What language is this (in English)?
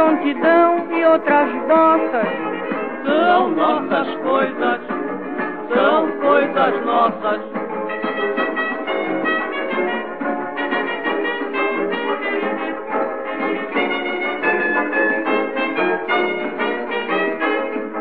Portuguese